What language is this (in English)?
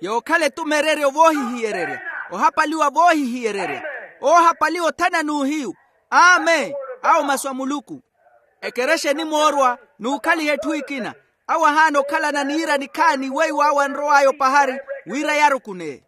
Makhuwa